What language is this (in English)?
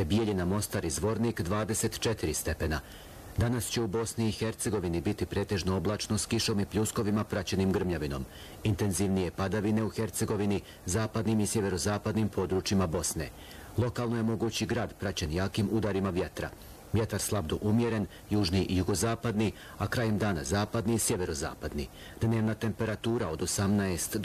Bosnian